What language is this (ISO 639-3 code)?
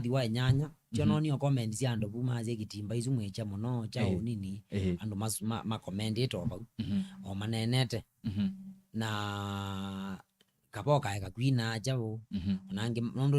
kam